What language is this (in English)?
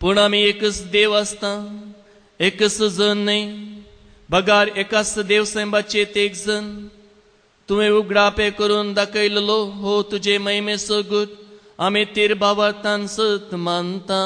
Konkani